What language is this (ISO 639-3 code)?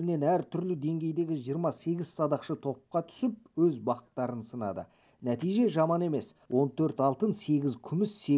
kaz